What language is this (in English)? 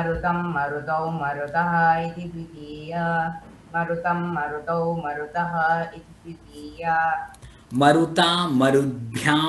Sanskrit